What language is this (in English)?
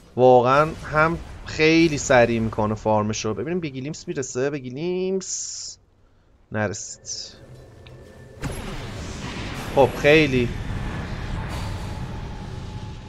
Persian